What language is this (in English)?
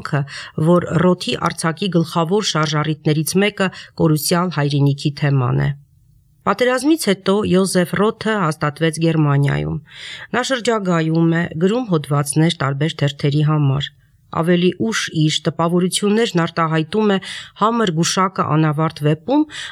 Armenian